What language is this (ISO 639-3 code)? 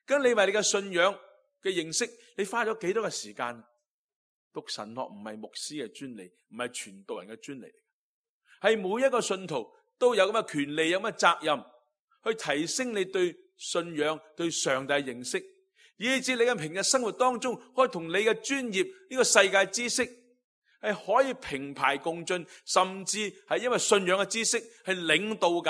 yue